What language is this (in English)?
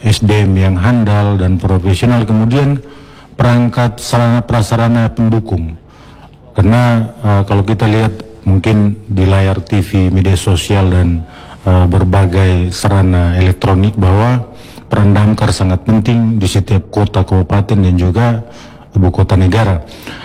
Indonesian